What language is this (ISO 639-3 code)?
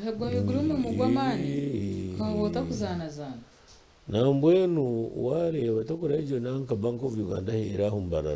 nyn